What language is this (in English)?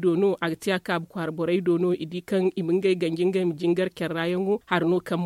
Zarma